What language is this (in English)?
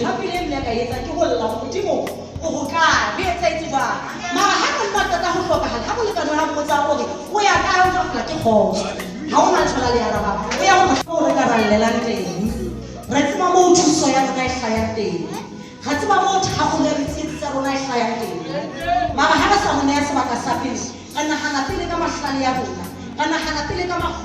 Southern Sotho